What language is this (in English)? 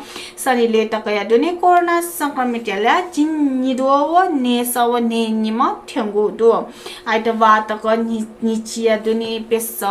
Newari